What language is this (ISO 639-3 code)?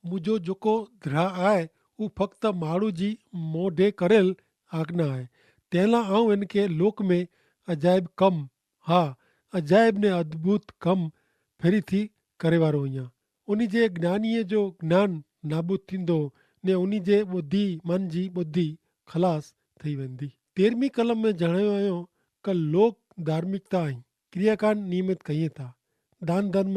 kfr